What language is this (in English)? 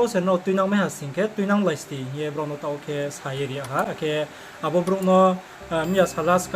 Riang (India)